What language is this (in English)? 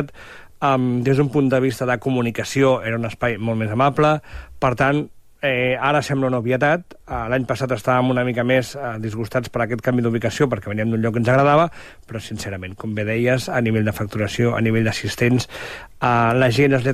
Catalan